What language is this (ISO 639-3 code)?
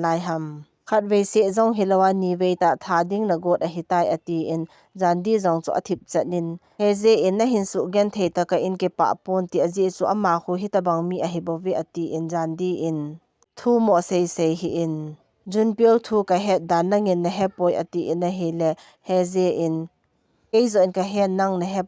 tcz